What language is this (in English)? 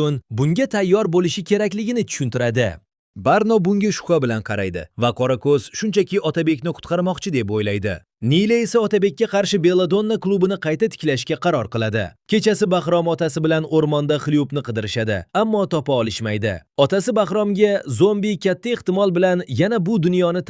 Uzbek